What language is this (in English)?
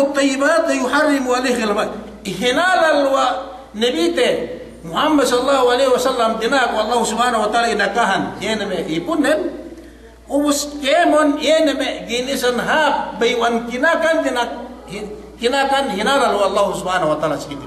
Yakan